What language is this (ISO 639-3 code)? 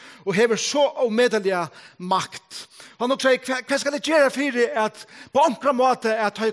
fao